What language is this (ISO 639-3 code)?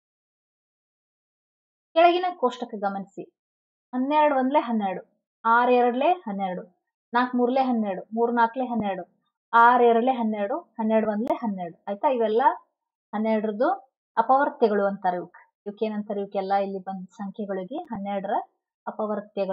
kan